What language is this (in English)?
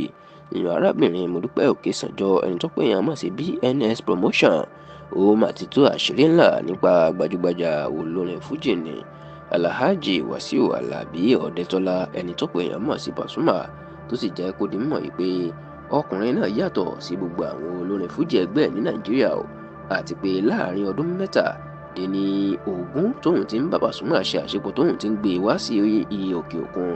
Yoruba